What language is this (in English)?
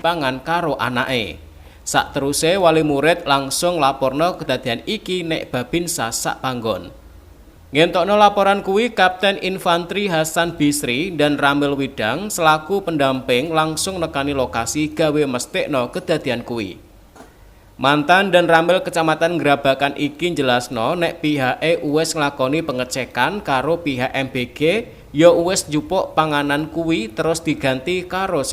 Javanese